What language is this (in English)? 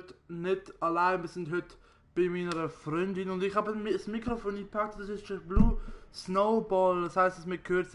Swiss German